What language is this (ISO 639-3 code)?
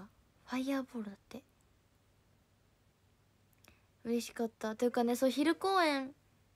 jpn